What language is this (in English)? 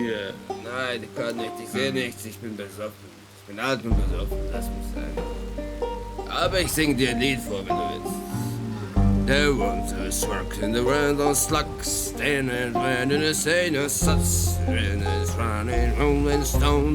Swiss German